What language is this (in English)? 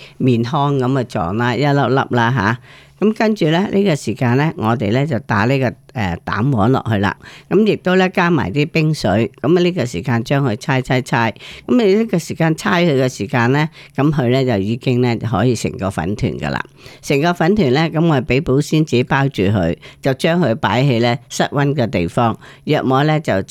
Cantonese